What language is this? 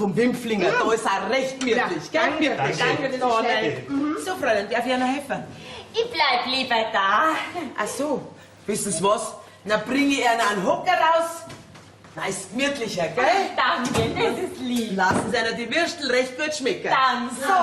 Bavarian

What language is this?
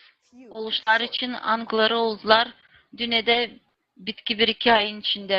Gagauz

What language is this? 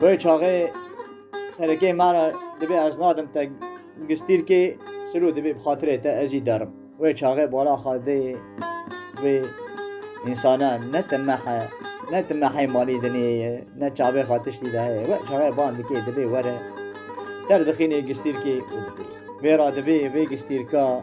Kurdish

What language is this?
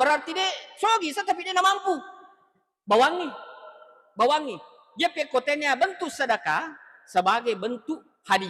Buginese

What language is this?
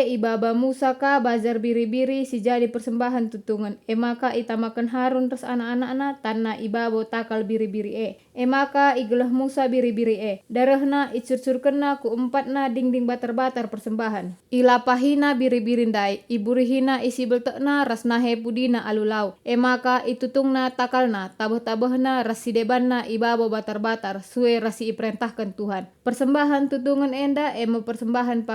Batak Karo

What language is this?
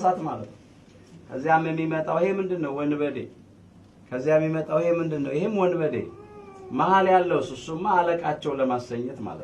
Amharic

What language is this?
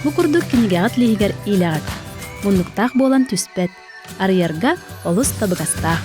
Yakut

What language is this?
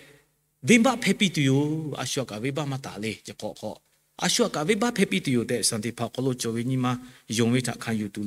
Lahu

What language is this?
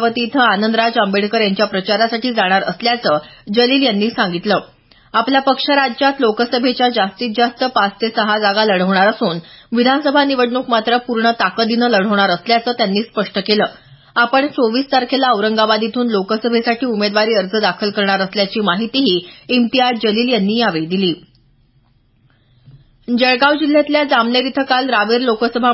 Marathi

